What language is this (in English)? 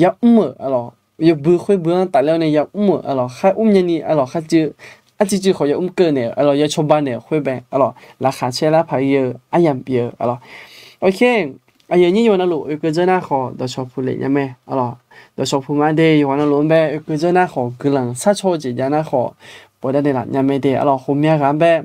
Akha